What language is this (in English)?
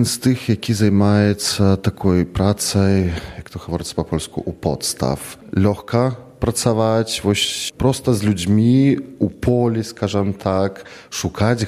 Belarusian